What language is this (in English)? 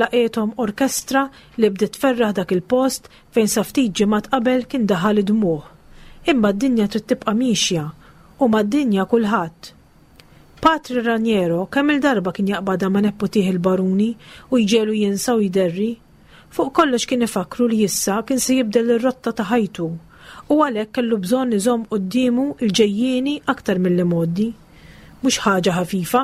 Maltese